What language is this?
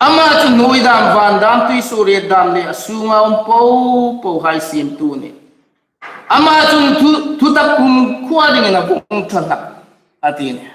Hmar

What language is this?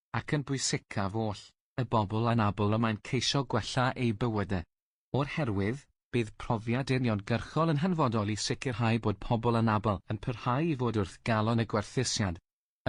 Welsh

